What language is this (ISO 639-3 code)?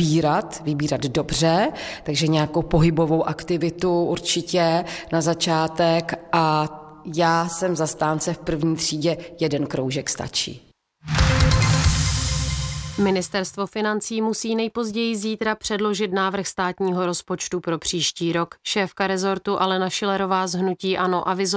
ces